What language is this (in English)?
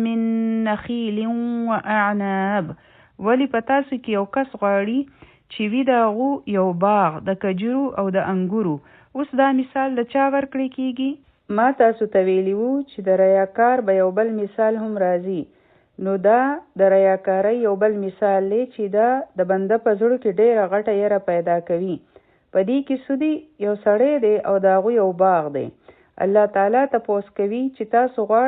Pashto